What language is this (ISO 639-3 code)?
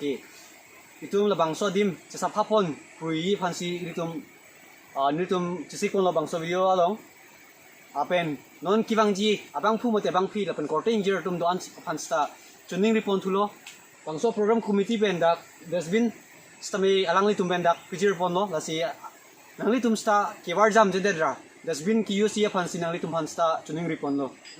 mjw